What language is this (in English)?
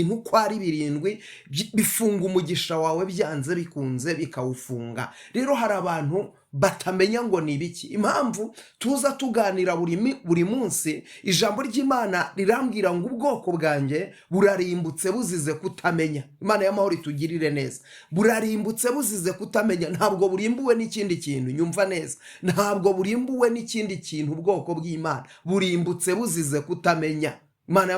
Kinyarwanda